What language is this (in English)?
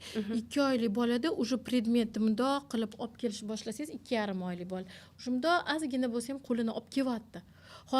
Uzbek